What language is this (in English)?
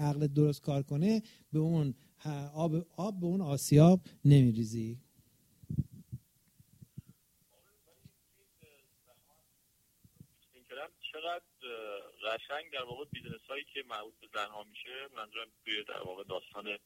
Persian